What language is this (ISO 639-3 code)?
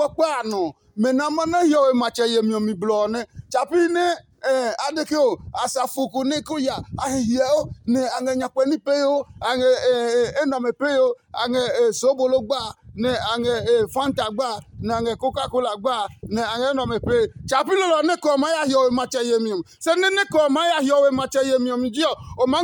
ada